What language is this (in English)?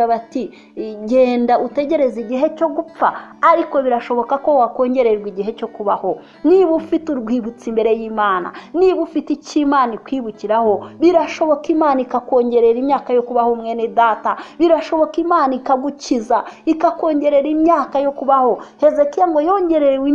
Kinyarwanda